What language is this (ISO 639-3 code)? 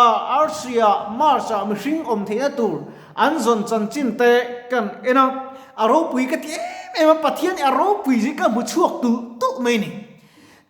lus